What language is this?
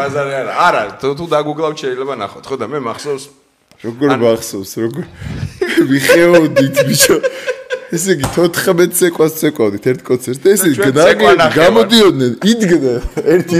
Georgian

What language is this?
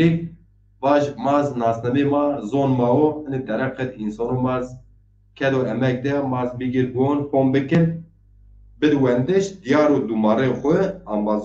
Zaza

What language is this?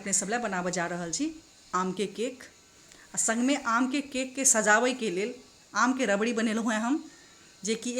Maithili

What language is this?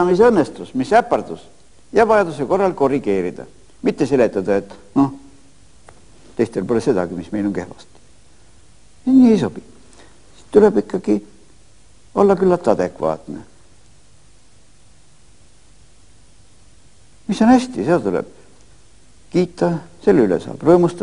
Estonian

